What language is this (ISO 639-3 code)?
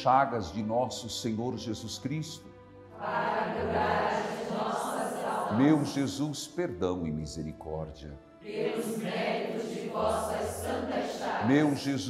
por